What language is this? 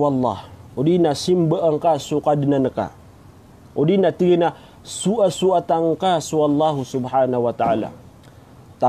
Maranao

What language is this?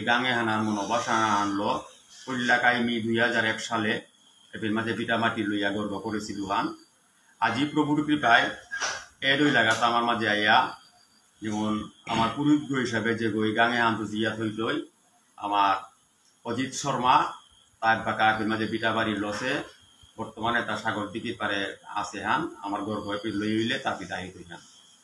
Bishnupriya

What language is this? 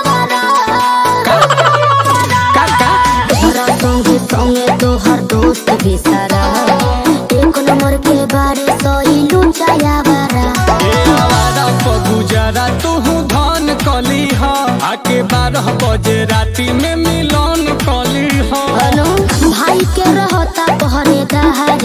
Bhojpuri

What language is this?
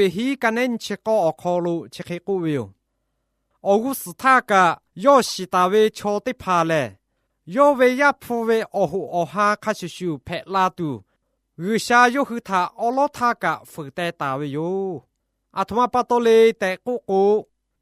Lahu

